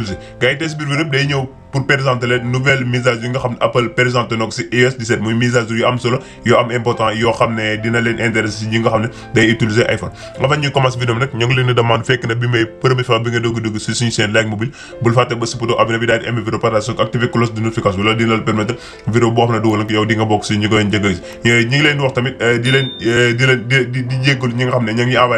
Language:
Wolof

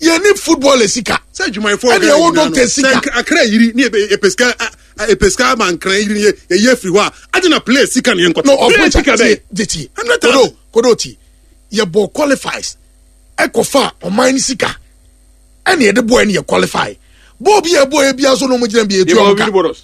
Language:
Akan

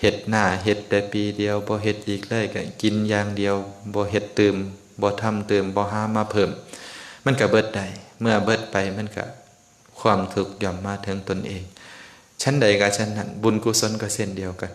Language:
Lao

